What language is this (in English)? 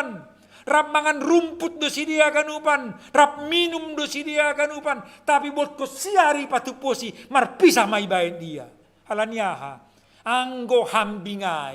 Batak Simalungun